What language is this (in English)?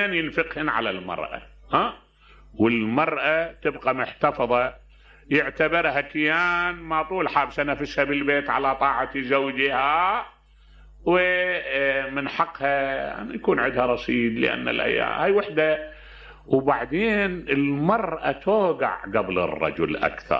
Mesopotamian Arabic